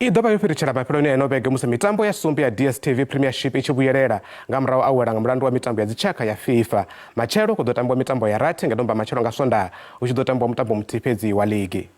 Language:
Venda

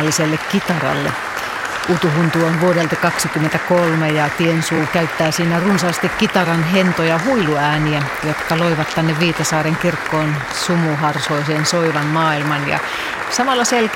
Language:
Finnish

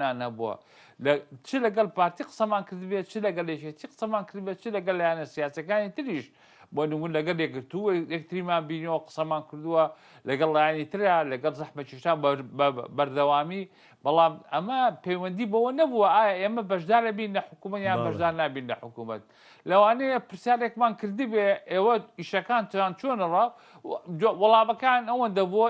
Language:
Central Kurdish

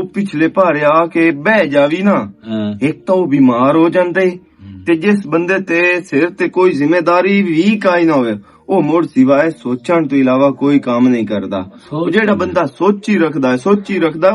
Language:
Western Panjabi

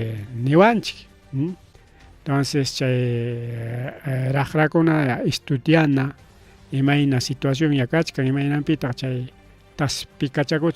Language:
Ayacucho Quechua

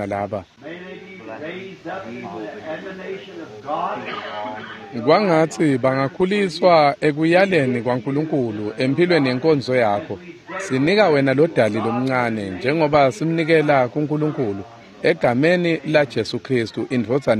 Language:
Swati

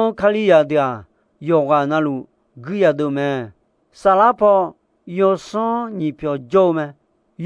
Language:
Akha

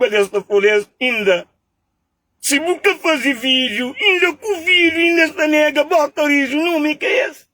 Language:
Kabuverdianu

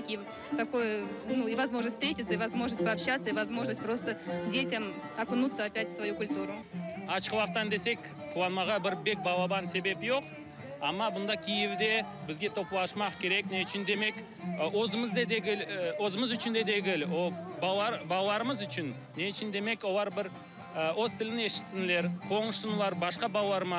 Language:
Crimean Tatar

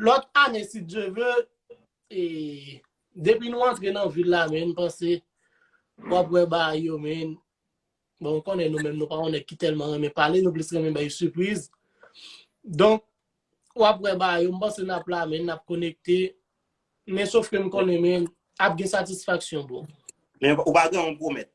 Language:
Haitian Creole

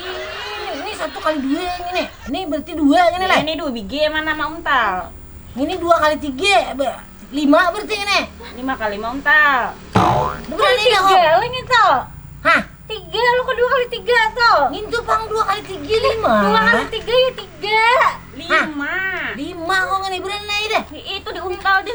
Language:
Banjar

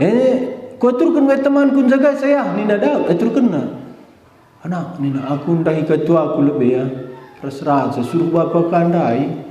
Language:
Batak Karo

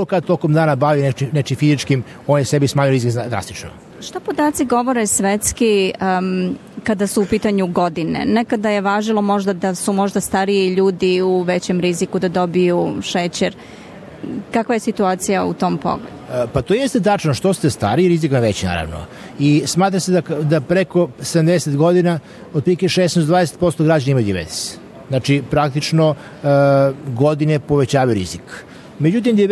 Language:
Serbian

